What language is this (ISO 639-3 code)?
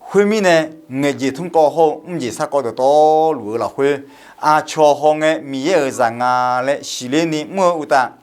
ahk